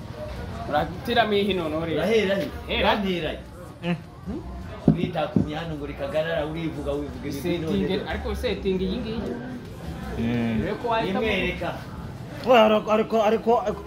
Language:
Kinyarwanda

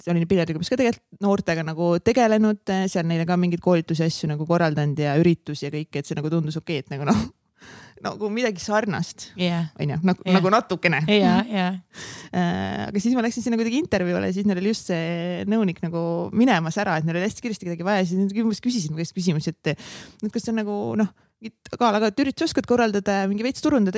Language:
Estonian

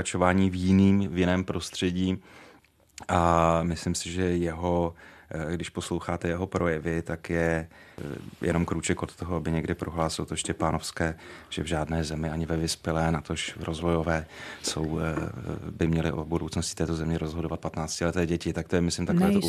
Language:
Czech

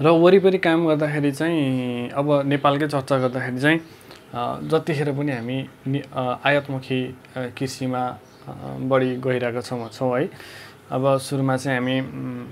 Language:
Nepali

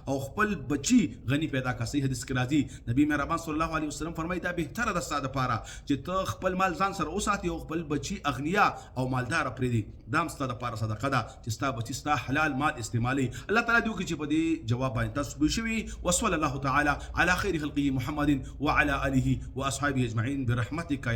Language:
Pashto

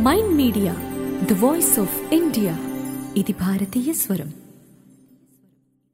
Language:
Telugu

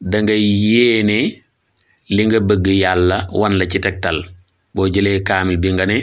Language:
Wolof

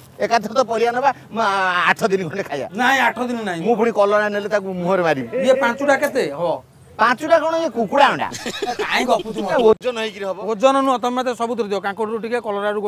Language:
Odia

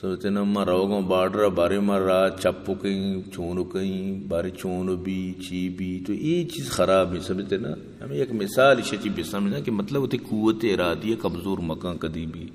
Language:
Eastern Balochi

